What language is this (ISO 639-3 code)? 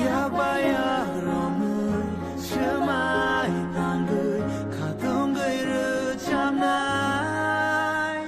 trp